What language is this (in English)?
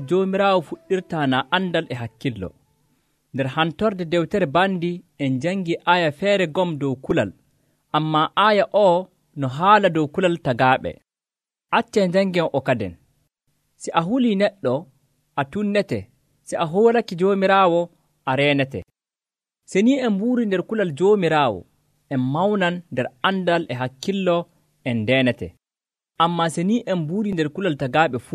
Nigerian Fulfulde